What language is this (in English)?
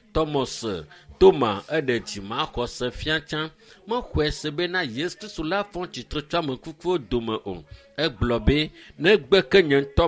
Ewe